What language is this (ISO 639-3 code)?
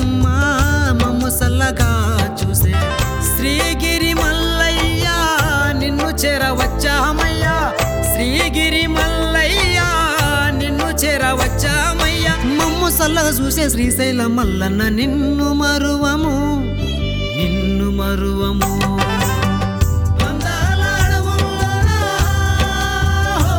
tel